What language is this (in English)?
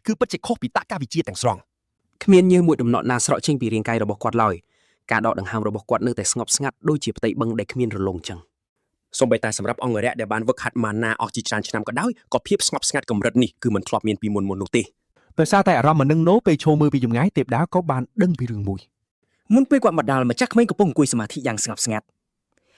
Khmer